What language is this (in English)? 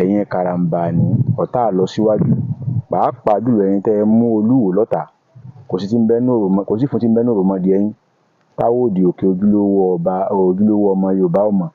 Yoruba